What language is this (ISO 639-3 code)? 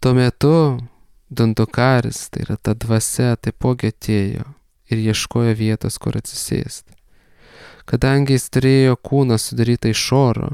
lit